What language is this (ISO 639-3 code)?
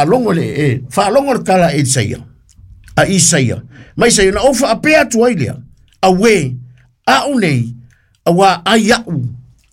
smo